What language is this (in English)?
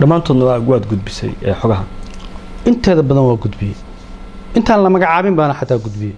Somali